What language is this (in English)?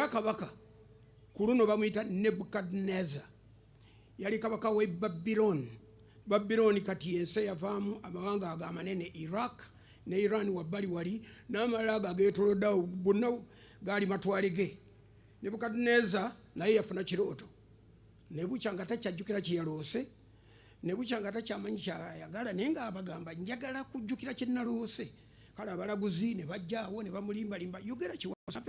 Ganda